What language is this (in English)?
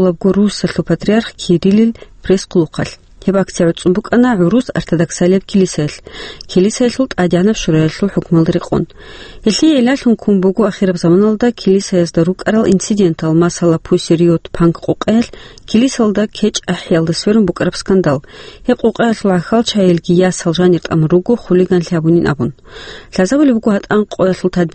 Avaric